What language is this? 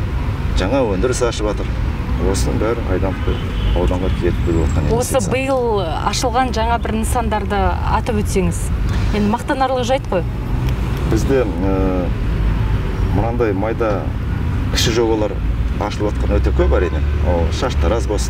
Kazakh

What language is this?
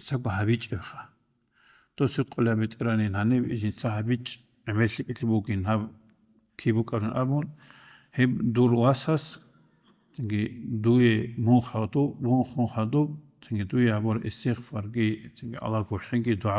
Avaric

